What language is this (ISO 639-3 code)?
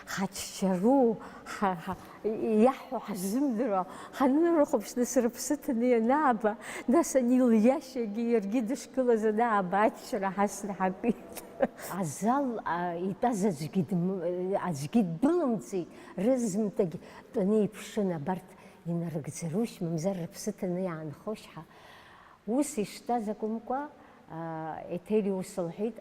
abk